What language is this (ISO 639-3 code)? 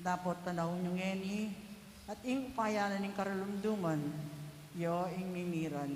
pam